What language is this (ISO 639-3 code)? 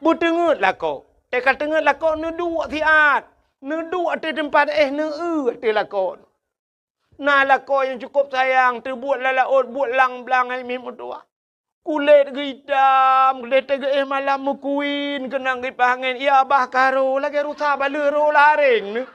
ace